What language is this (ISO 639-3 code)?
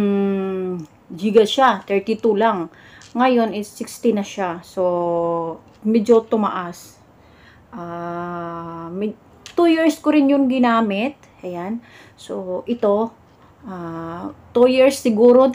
fil